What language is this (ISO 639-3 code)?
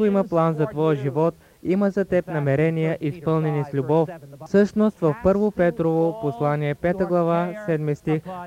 bul